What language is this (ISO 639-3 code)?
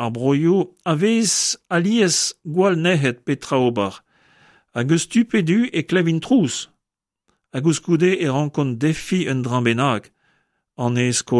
bre